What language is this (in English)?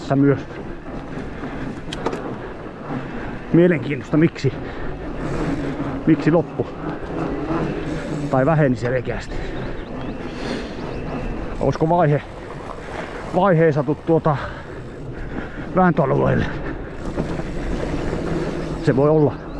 Finnish